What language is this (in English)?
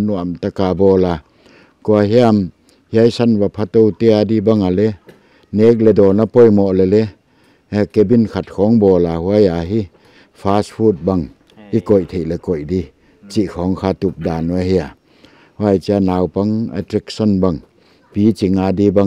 Paite Chin